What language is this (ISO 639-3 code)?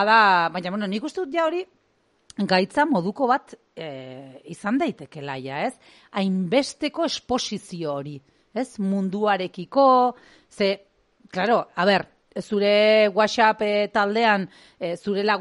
eus